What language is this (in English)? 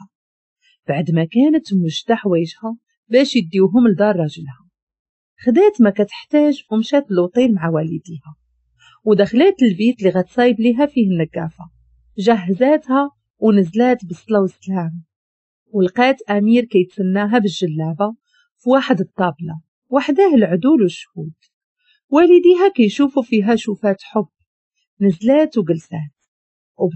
Moroccan Arabic